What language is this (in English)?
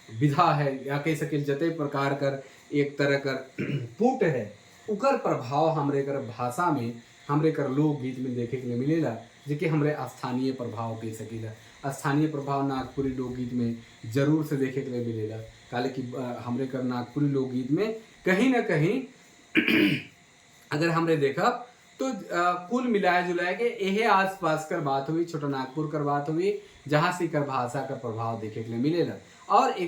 Sadri